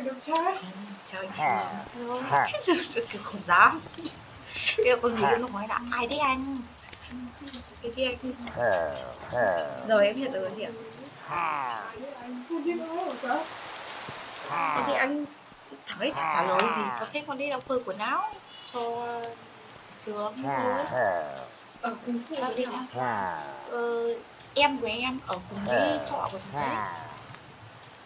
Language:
Vietnamese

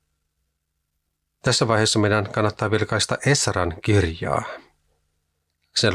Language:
Finnish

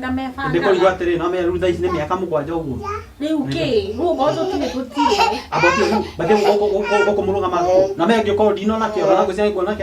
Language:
Kikuyu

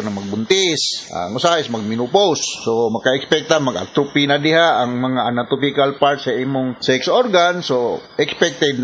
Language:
Cebuano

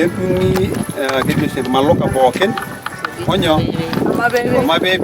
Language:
Masai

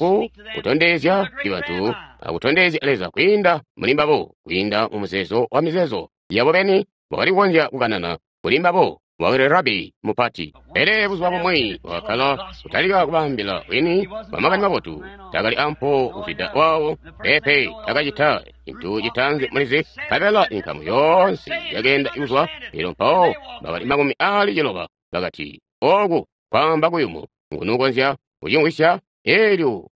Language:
Tonga (Zambia)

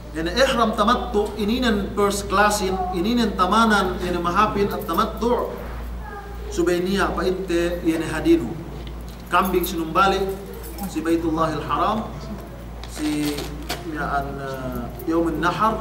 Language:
Yakan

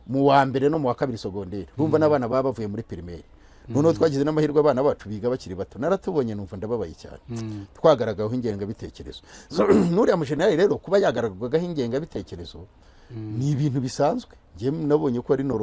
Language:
Kinyarwanda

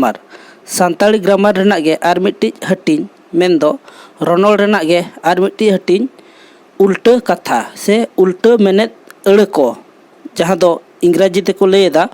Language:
Santali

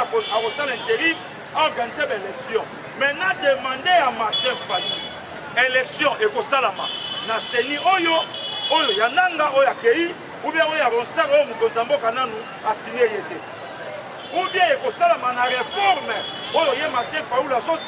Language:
Lingala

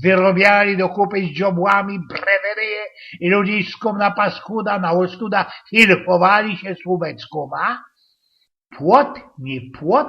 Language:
Silesian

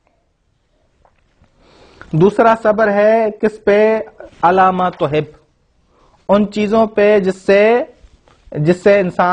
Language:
Urdu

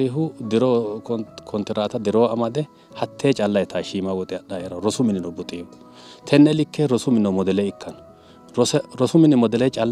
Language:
Sidamo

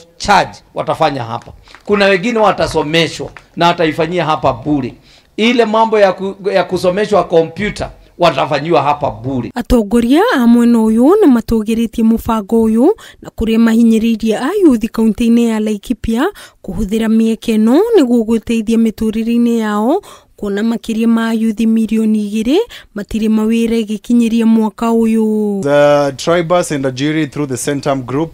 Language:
Kikuyu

